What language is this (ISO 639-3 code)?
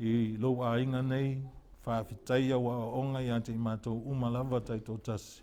smo